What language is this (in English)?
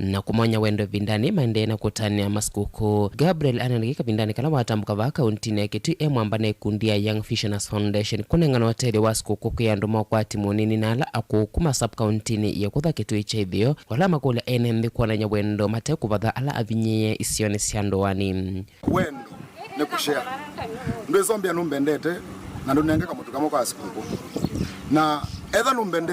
Kamba